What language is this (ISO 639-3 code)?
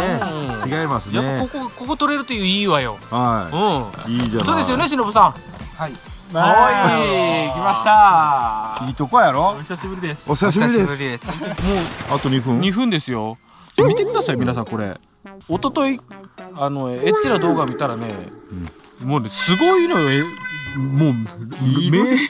jpn